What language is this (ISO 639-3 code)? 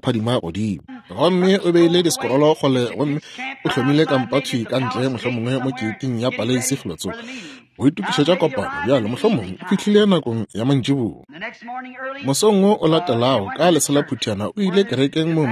nso